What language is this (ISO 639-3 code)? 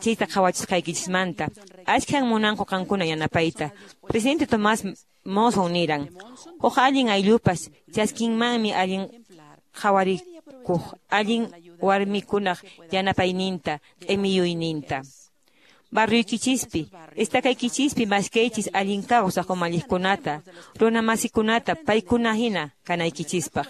que